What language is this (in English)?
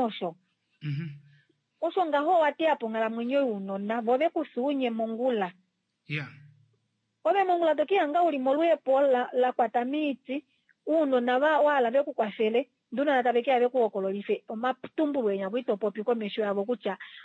Kuanyama